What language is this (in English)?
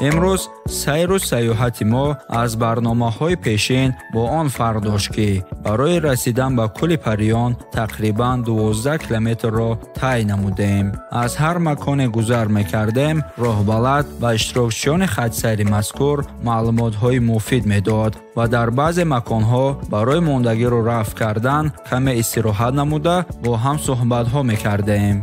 Tajik